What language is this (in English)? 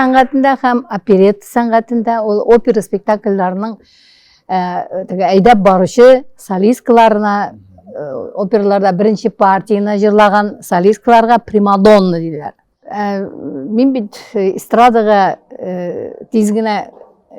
Tatar